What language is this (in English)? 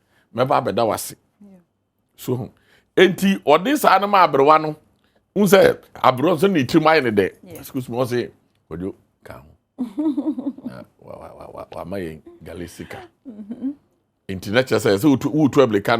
Akan